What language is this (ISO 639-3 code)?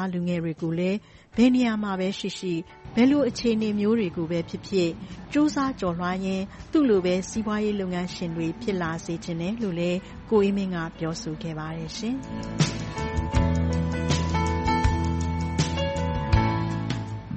mya